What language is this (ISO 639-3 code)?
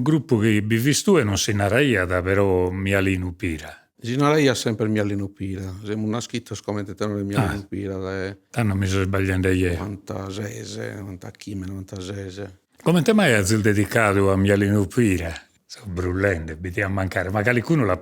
srd